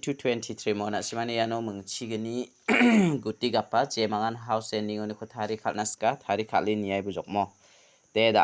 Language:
Garo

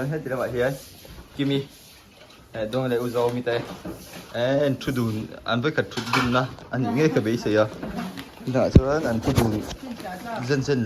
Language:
Mizo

